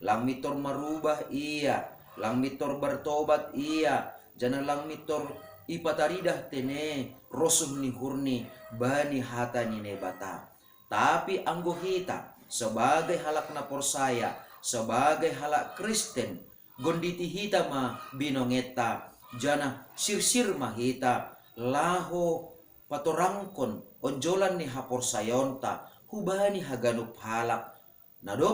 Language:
Batak Simalungun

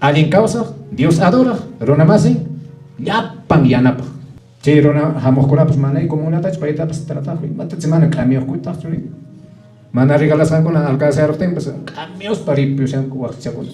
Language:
Quechua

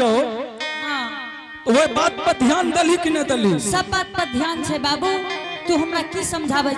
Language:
Angika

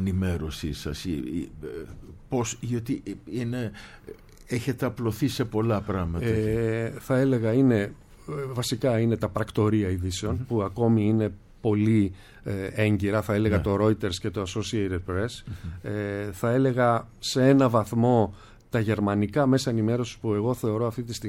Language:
Greek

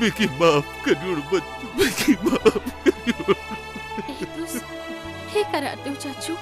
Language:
Dogri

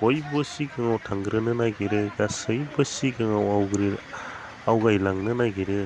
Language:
Bodo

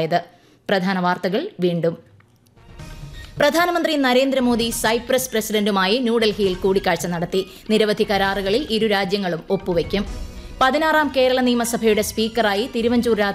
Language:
Malayalam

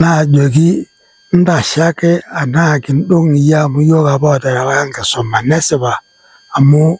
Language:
Masai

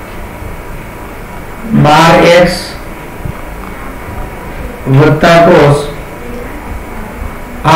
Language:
Gujarati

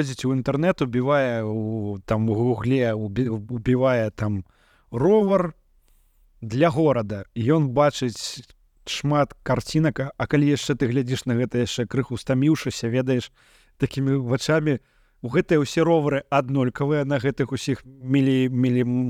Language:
Belarusian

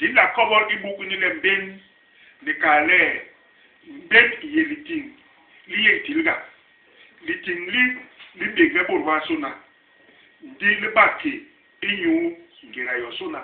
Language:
Basaa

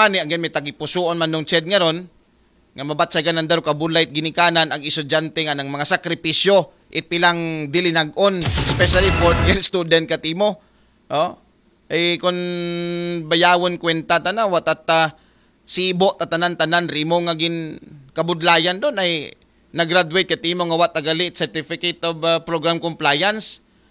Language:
Aklanon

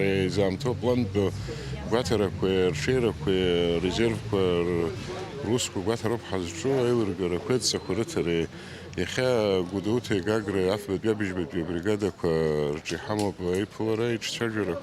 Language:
Abkhazian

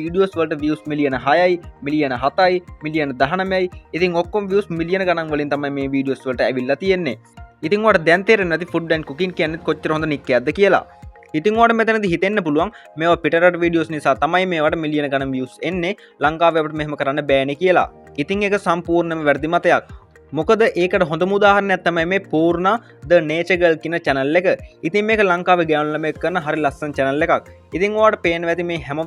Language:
Sinhala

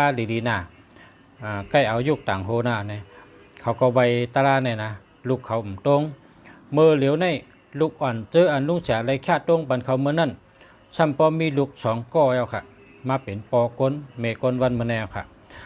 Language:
Shan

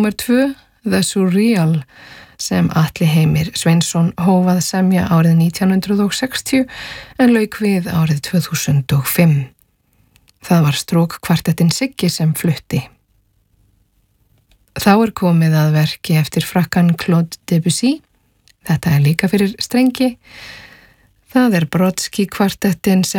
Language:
Icelandic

